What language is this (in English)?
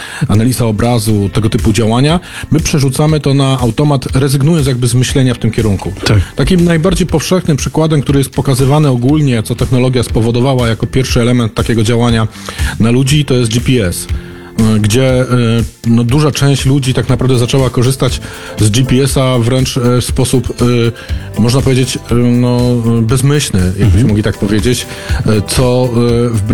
Polish